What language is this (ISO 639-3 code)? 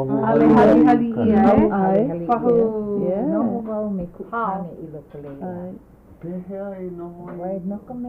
haw